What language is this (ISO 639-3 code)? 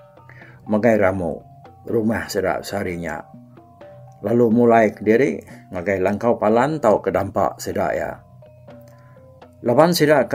iba